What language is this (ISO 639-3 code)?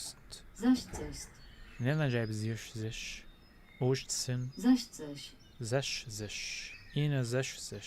apc